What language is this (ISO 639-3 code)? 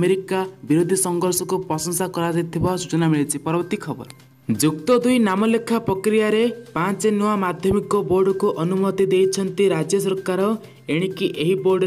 ori